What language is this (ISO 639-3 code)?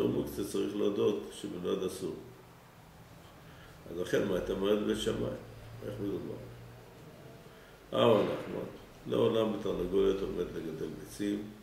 heb